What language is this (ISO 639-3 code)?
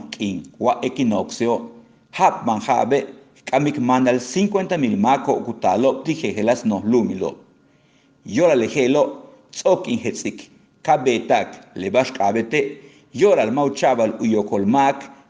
yua